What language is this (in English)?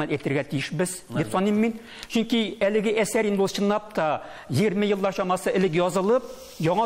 Tatar